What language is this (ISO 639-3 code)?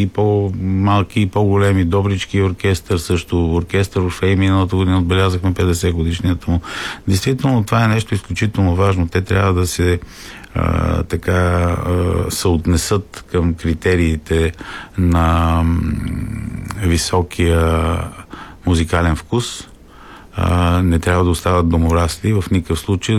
bul